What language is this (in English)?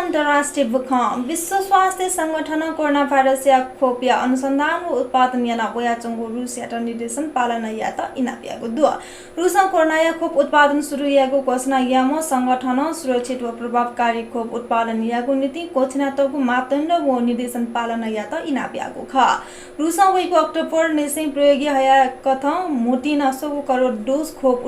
Newari